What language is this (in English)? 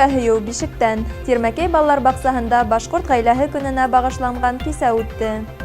Bashkir